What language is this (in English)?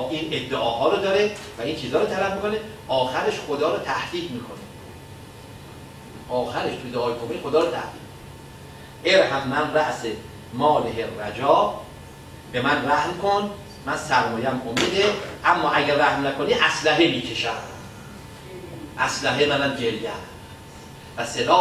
Persian